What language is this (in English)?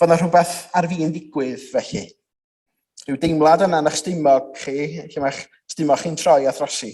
Welsh